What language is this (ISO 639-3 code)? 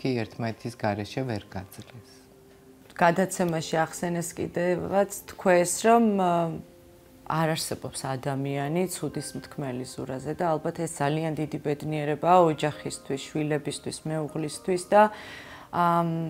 kat